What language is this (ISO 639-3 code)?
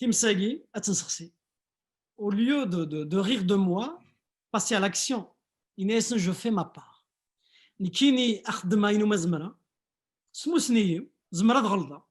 kab